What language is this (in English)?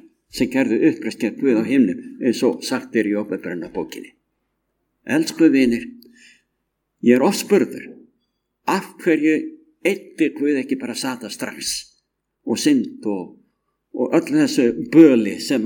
Icelandic